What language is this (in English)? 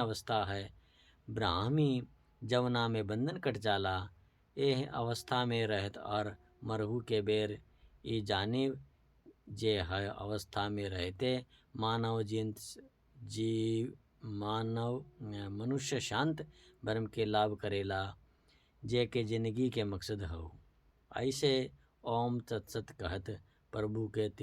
Bhojpuri